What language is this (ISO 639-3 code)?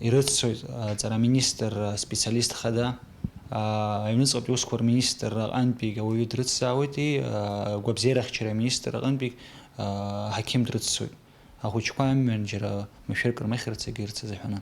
abk